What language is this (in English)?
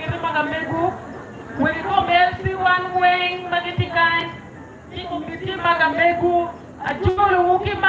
Acoli